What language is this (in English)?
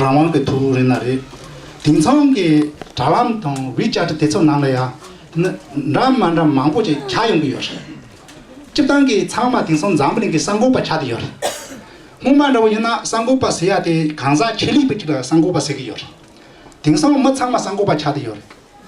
Tibetan